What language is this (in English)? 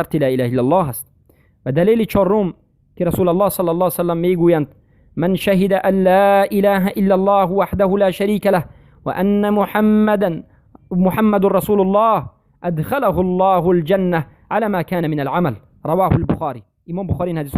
Persian